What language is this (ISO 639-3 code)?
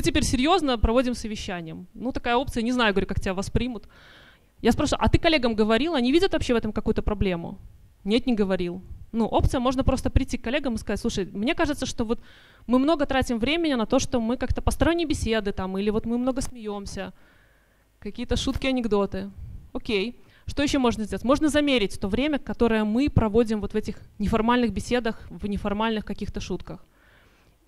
rus